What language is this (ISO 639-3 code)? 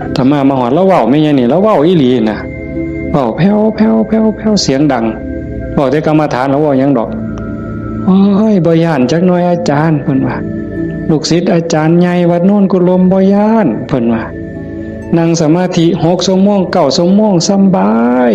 tts